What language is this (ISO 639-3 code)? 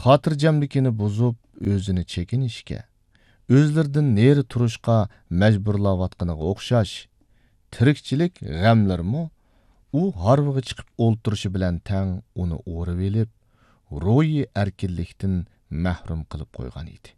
uig